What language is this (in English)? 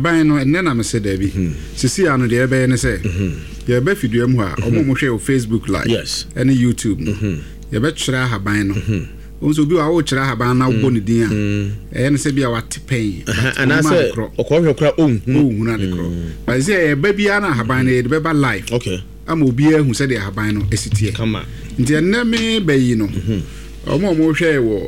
Akan